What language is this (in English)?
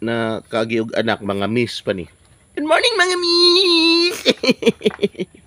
Cebuano